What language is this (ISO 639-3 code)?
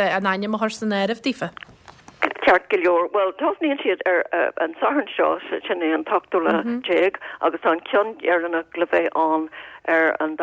gle